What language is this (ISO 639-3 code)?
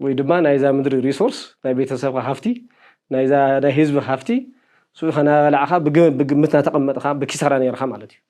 tir